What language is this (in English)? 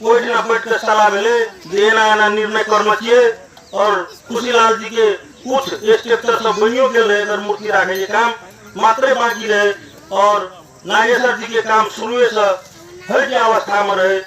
Maithili